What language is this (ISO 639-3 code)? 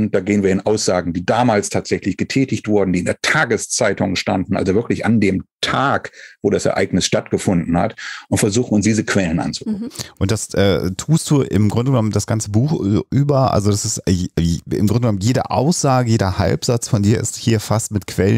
deu